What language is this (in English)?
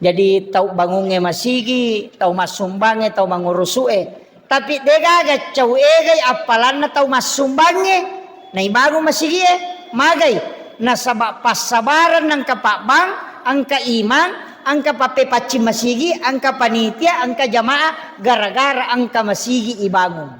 Buginese